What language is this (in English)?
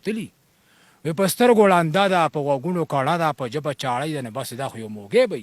Pashto